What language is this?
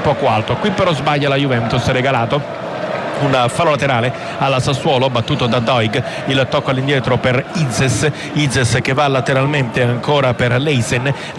Italian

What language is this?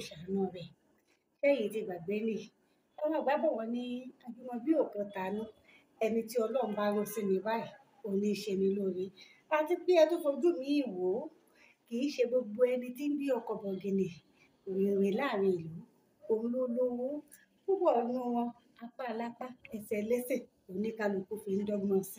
Yoruba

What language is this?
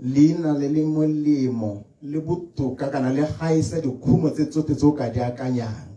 Tswana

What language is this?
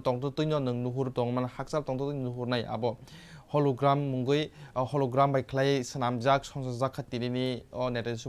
Kok Borok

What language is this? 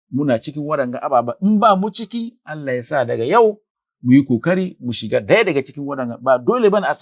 Hausa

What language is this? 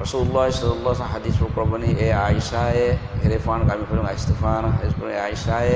Divehi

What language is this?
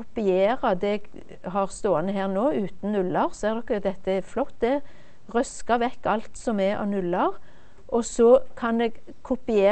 Norwegian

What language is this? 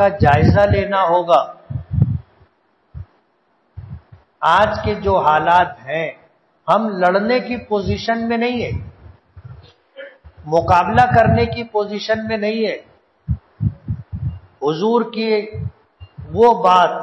Urdu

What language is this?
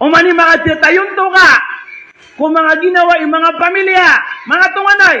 Maranao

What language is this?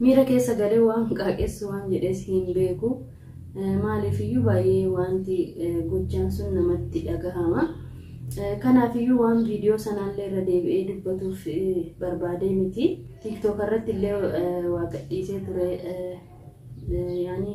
Oromo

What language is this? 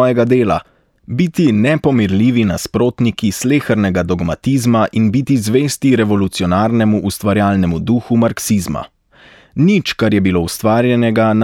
Slovenian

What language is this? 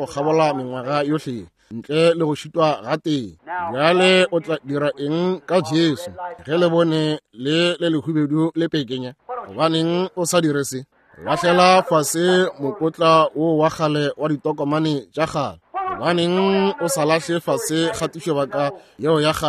Northern Sotho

